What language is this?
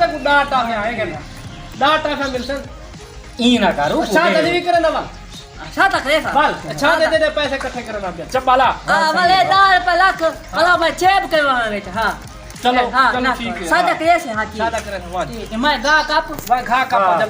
Saraiki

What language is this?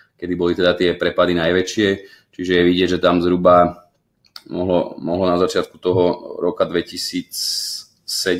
Slovak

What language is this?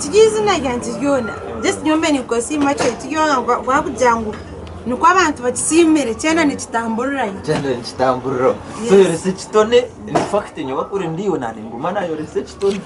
Nyankole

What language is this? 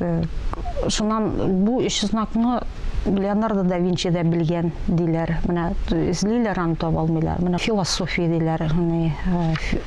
Tatar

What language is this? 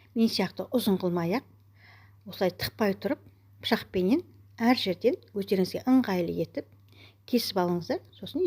Kazakh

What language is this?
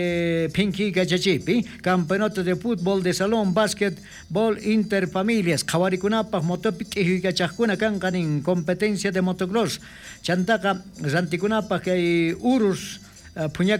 South Bolivian Quechua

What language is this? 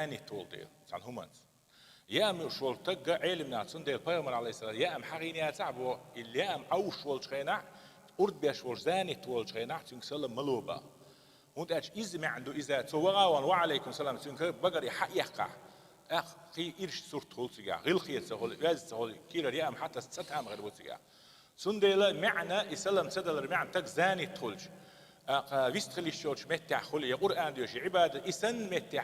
Chechen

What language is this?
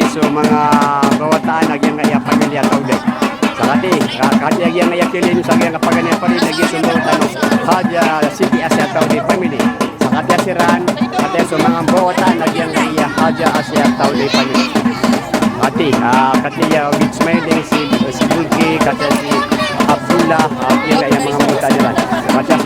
Maranao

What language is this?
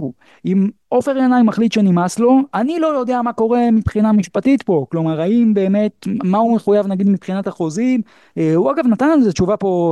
Hebrew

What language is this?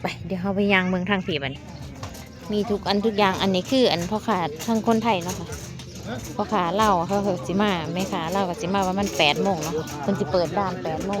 Northeastern Thai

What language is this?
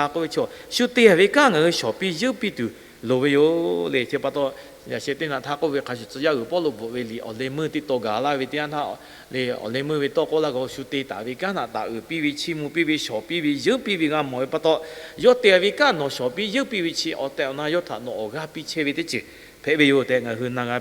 Lahu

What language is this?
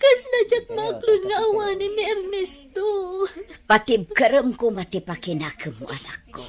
Iloko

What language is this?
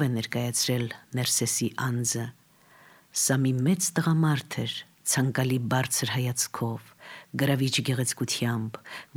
Armenian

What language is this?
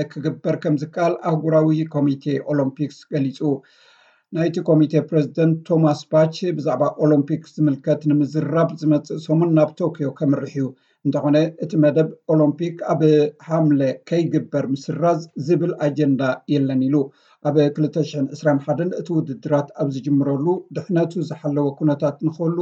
Tigrinya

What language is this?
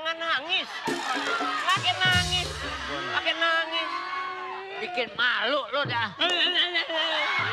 Betawi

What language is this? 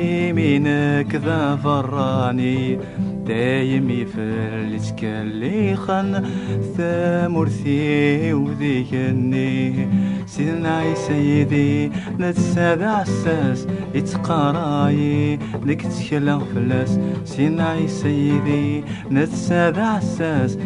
Kabyle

